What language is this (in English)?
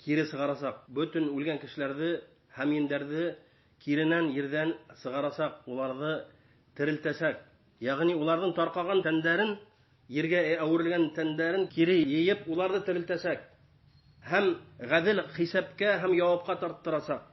Bashkir